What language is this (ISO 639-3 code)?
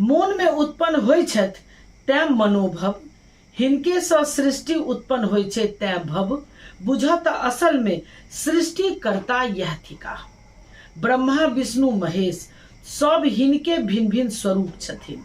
mai